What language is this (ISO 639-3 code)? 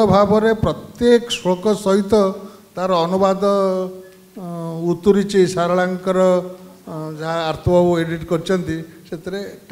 ori